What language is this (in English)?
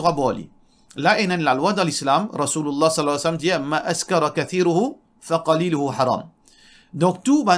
Morisyen